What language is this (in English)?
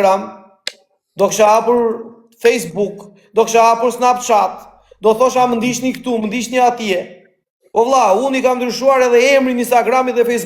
Albanian